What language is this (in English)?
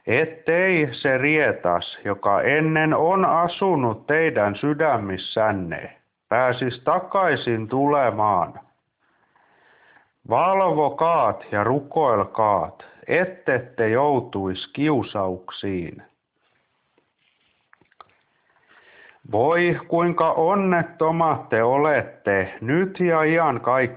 Finnish